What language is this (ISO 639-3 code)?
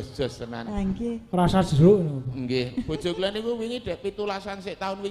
jav